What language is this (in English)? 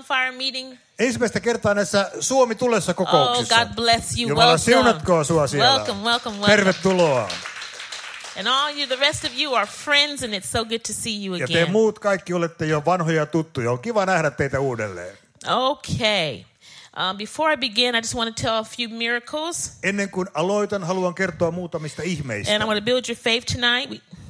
Finnish